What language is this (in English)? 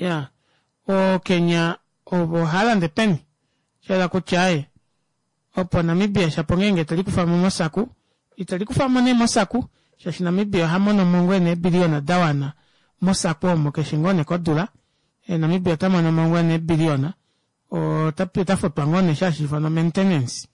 Kuanyama